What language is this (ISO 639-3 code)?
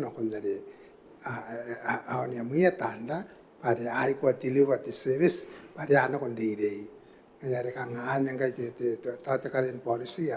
gil